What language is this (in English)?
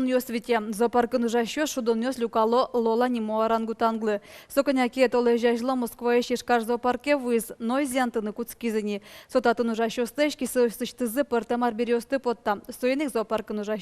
Udmurt